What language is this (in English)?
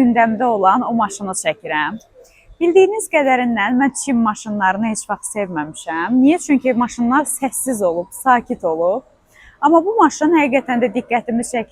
Azerbaijani